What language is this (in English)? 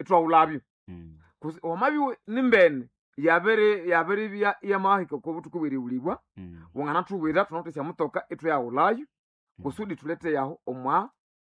Nande